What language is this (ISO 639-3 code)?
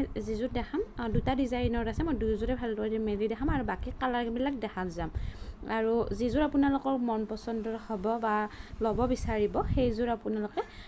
asm